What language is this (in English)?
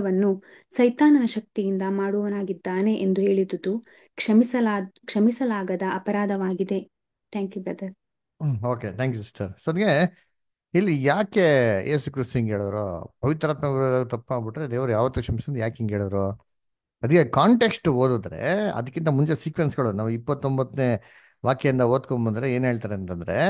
Kannada